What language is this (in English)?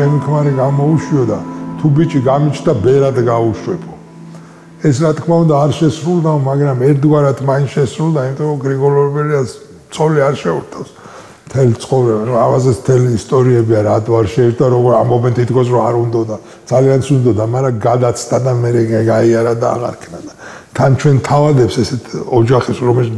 Georgian